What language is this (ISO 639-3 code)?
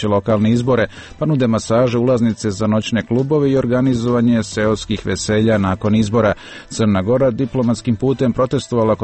srp